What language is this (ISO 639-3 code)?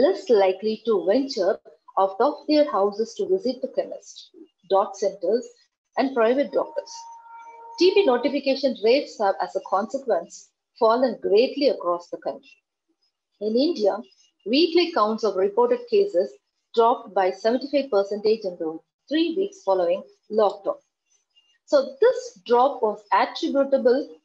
eng